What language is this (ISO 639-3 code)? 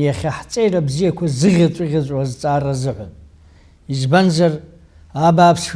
abk